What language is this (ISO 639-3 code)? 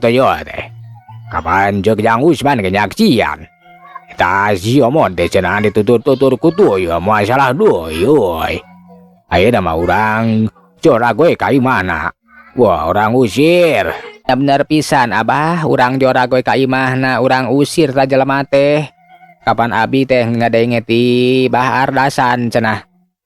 sun